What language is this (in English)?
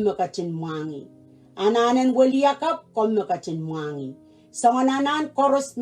Pohnpeian